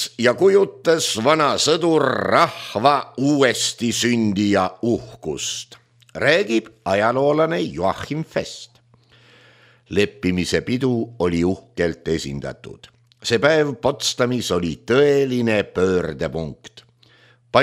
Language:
Estonian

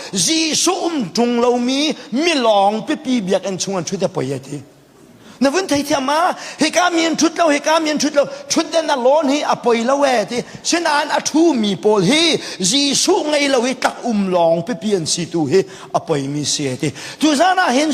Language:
Hakha Chin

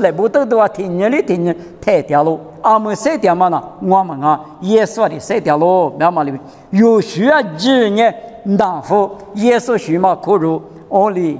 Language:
Lisu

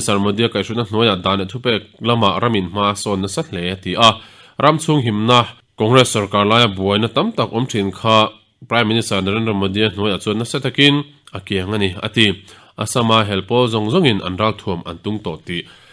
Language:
Mizo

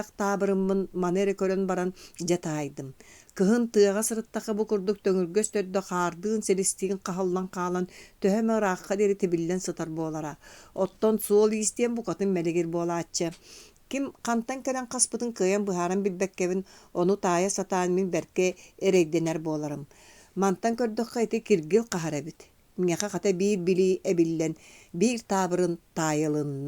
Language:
Yakut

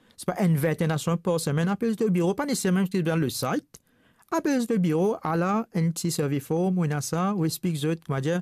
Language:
Morisyen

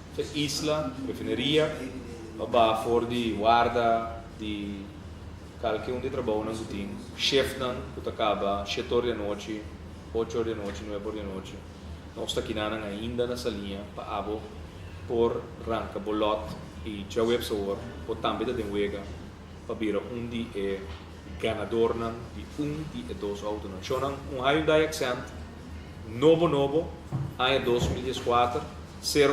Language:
Papiamento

